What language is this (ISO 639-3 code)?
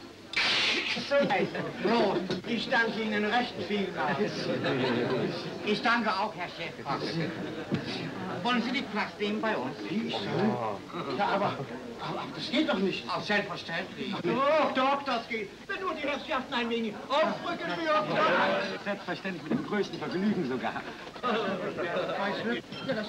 deu